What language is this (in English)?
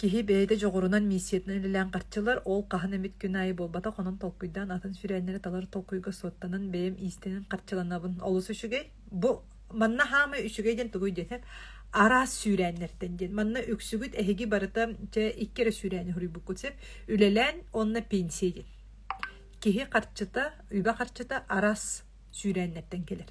Yakut